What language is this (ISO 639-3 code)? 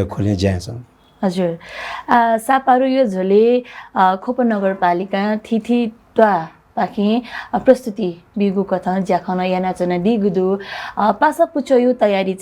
new